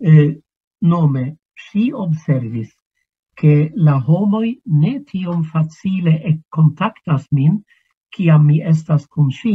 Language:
Esperanto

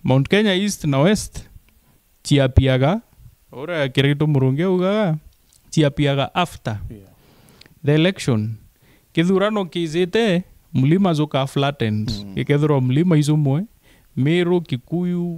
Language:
Meru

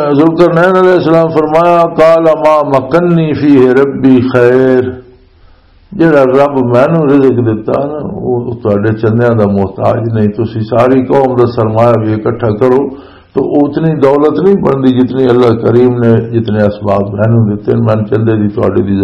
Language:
Western Panjabi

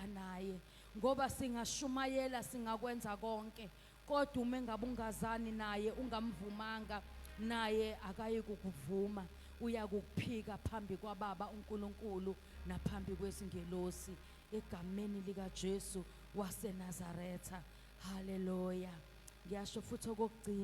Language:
Zulu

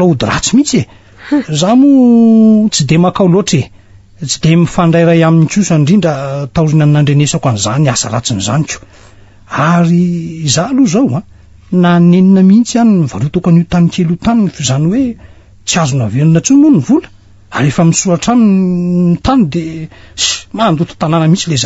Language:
Malagasy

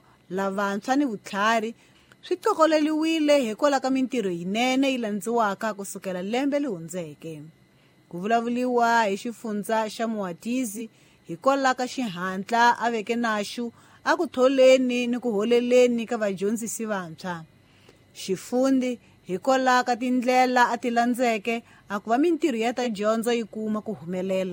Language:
Tsonga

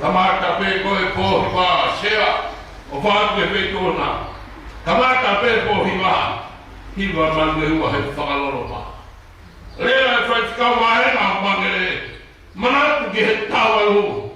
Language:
Tongan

